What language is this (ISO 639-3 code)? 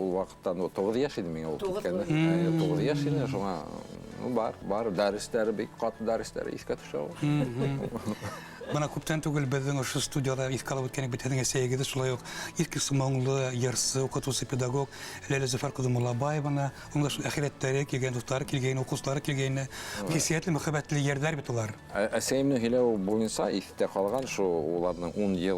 bak